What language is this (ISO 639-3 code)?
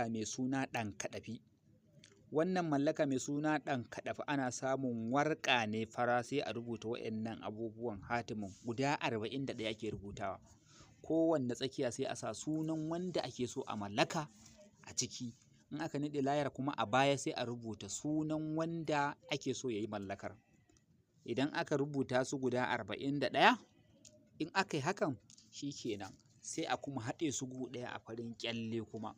hau